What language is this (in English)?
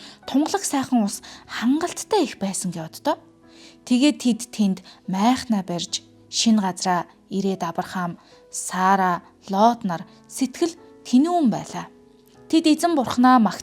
Mongolian